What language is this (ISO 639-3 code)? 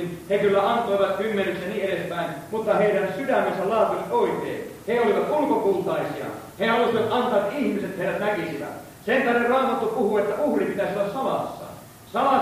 fin